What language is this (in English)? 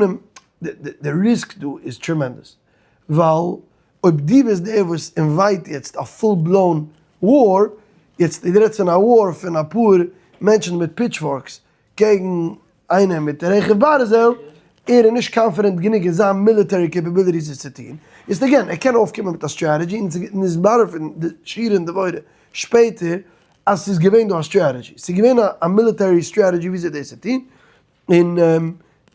Yiddish